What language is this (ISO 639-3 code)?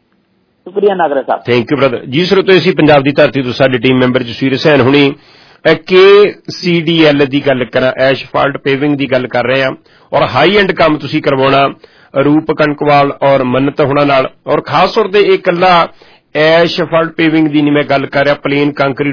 pan